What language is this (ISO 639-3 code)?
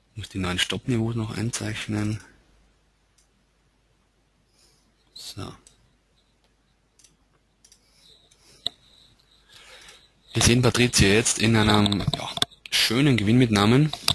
deu